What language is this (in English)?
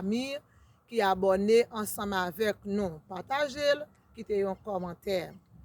Haitian Creole